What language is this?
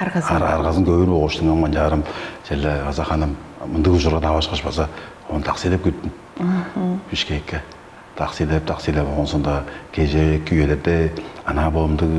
Tuvinian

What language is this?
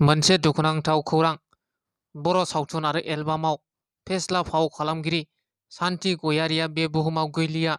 Bodo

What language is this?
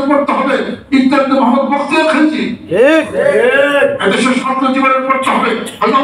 Bangla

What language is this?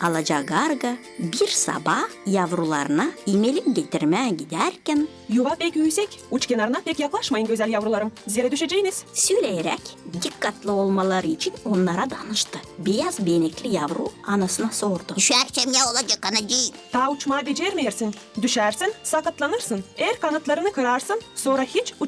Gagauz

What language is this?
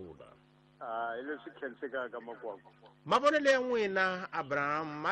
Tsonga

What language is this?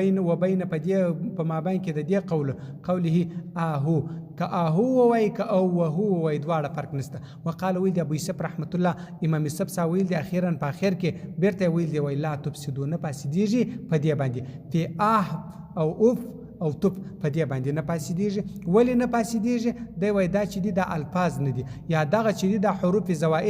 Pashto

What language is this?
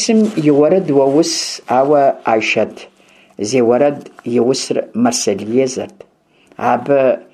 Kabardian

